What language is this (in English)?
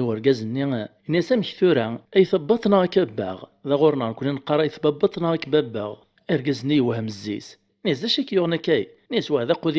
Kabyle